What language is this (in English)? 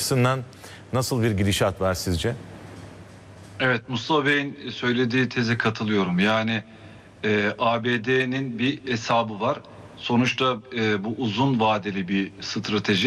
Turkish